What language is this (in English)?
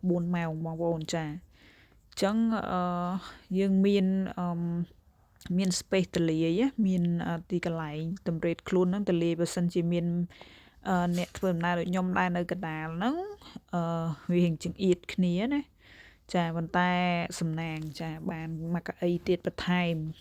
Khmer